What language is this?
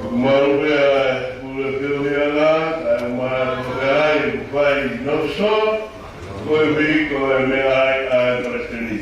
Tongan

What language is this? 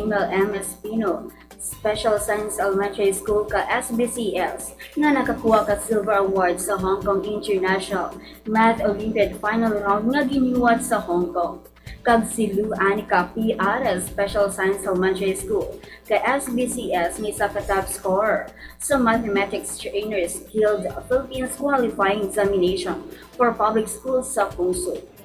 Hiligaynon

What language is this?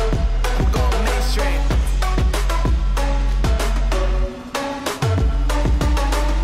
Hebrew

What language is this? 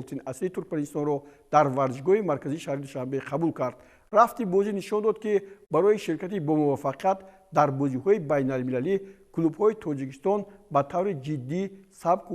Tajik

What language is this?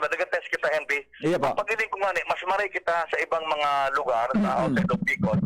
Bikol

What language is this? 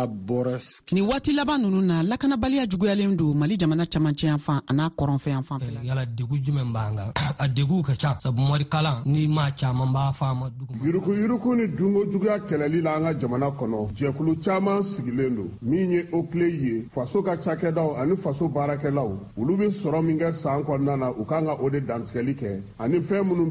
Bambara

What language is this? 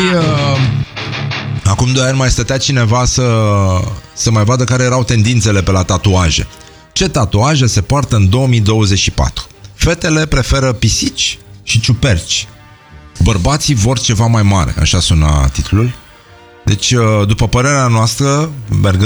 Romanian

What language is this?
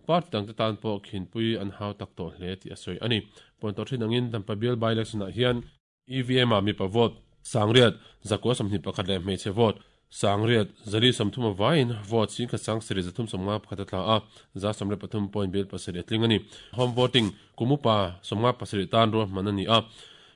Mizo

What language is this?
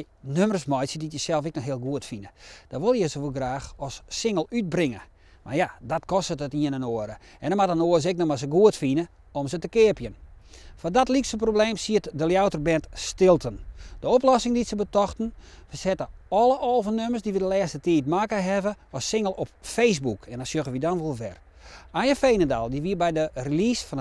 Western Frisian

